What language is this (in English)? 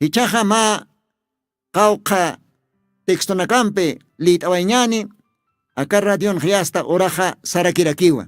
Aymara